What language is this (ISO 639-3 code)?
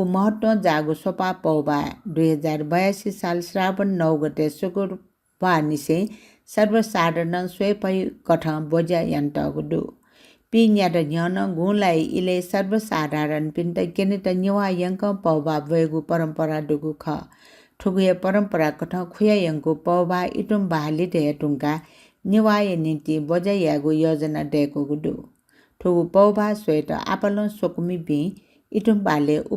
new